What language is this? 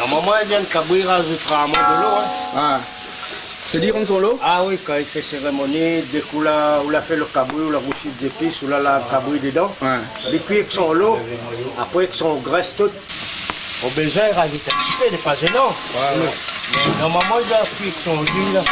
Réunion Creole French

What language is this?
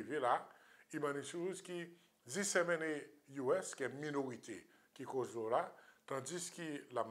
Seselwa Creole French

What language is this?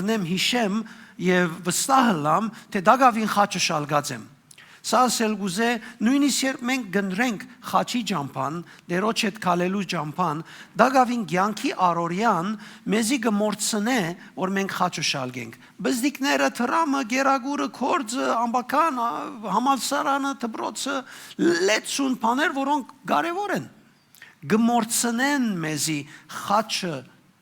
Western Armenian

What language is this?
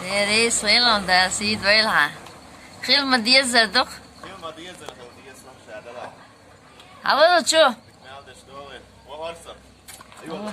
Chechen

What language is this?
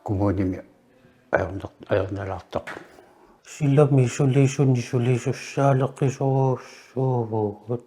Kalaallisut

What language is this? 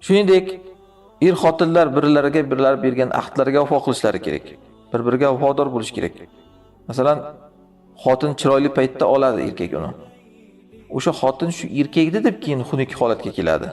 Uyghur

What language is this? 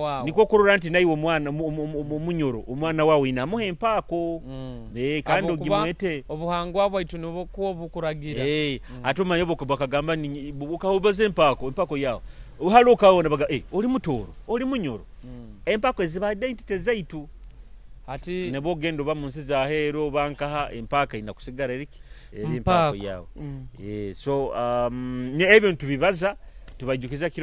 Nyoro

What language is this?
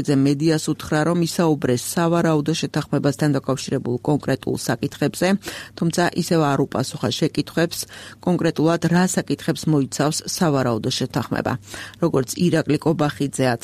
Georgian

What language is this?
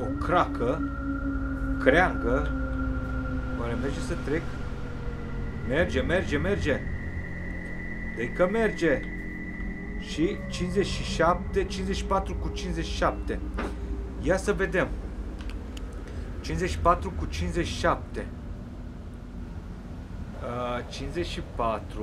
Romanian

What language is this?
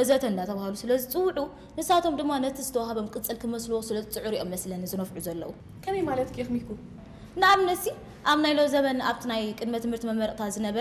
Tigrinya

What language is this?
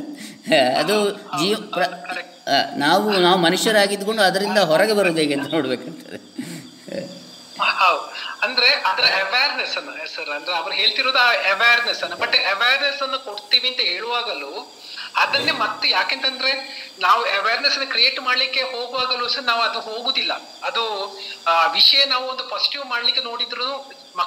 Kannada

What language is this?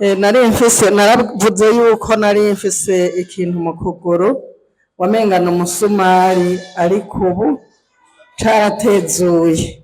Rundi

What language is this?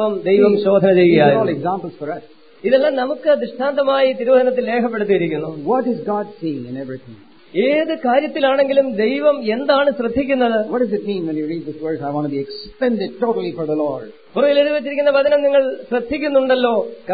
Malayalam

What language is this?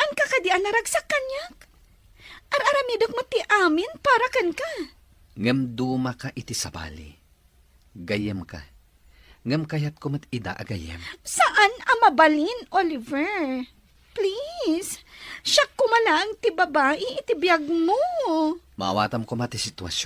Iloko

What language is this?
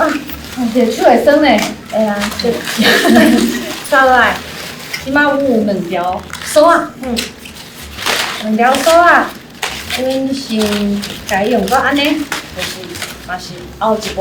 Min Nan Chinese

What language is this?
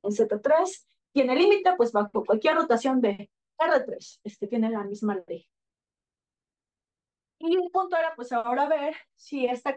Spanish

